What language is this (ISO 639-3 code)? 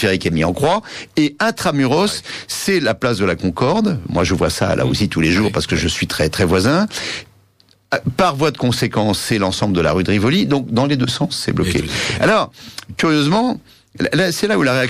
fra